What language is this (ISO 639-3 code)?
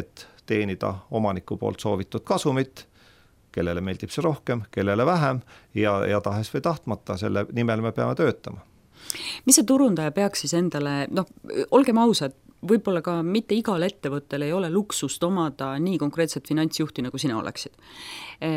est